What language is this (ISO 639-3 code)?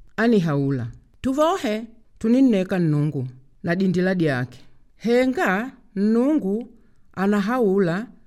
kde